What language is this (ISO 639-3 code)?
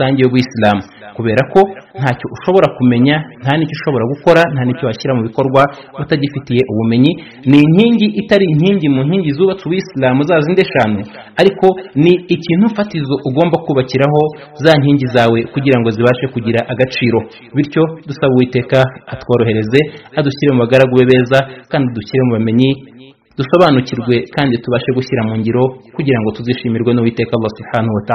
kin